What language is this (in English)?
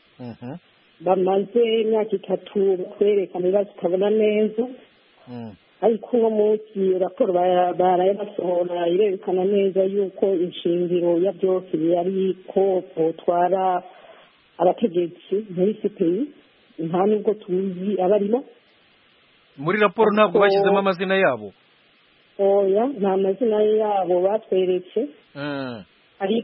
Kinyarwanda